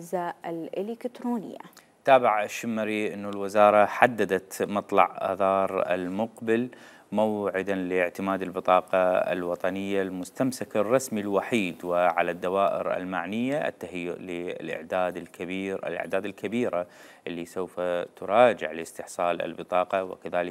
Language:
Mesopotamian Arabic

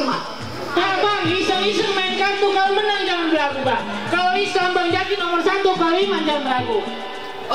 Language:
Betawi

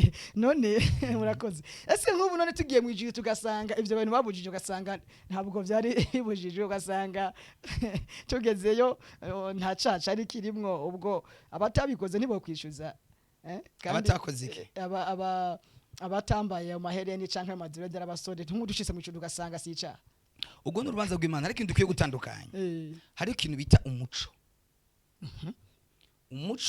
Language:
Rundi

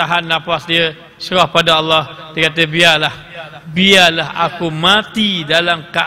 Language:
Malay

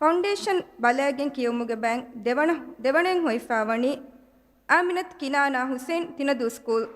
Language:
Divehi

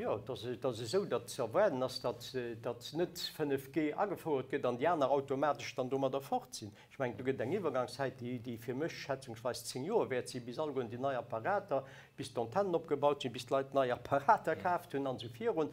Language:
Luxembourgish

